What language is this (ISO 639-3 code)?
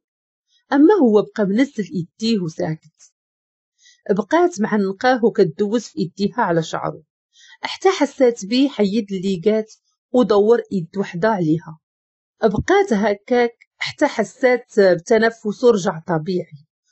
ary